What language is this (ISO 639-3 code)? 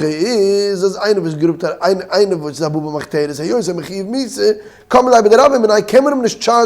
yid